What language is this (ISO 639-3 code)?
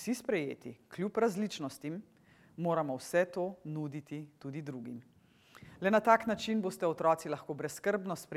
slv